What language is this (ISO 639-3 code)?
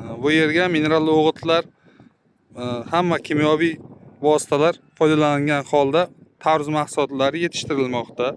uzb